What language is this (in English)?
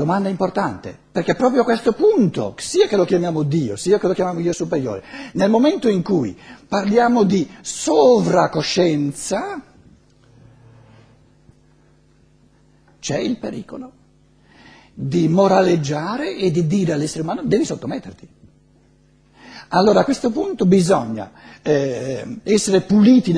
Italian